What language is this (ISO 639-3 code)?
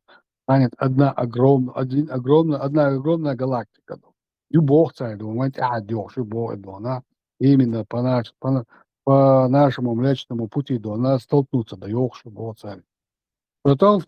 che